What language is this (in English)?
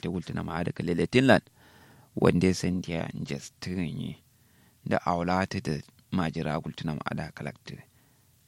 Kanuri